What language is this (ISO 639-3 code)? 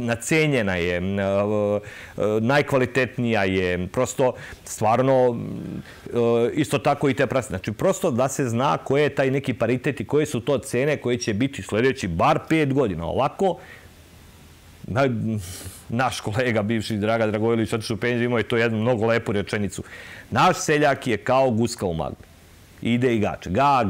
srp